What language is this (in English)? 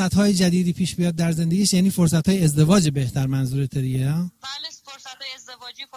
Persian